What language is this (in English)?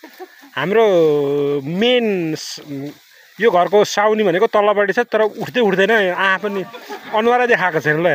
Nepali